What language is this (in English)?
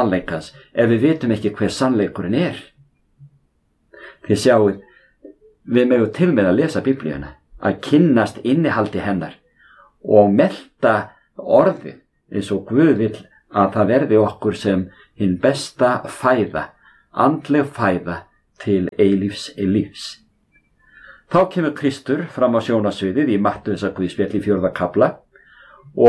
Icelandic